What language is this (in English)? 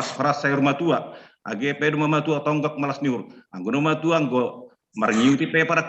Batak Simalungun